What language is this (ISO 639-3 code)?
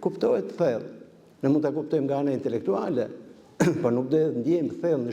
sqi